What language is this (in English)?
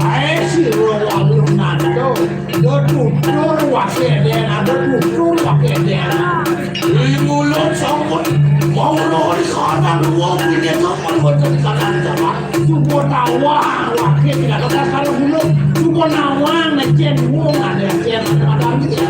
Balinese